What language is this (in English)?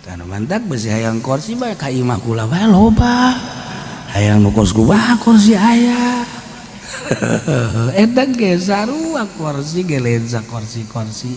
Sundanese